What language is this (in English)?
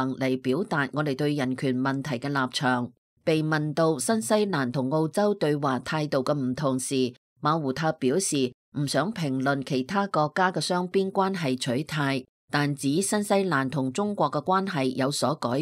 Cantonese